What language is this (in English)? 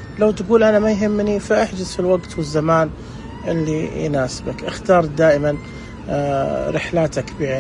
Najdi Arabic